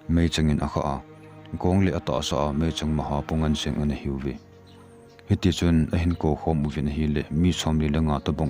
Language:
Thado Chin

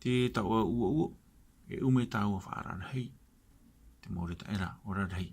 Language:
Tahitian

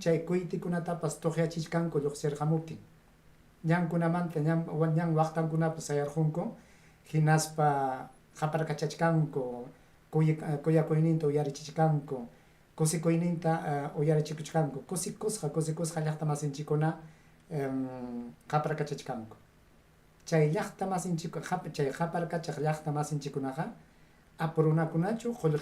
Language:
Ayacucho Quechua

